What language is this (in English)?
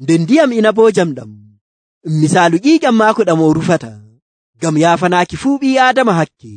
Nigerian Fulfulde